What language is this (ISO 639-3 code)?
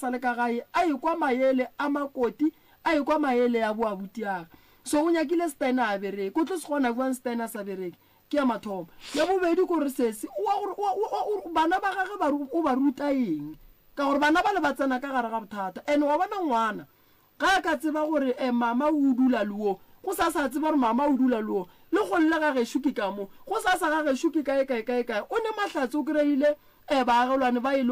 nso